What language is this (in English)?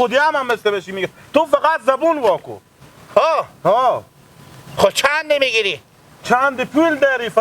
Hazaragi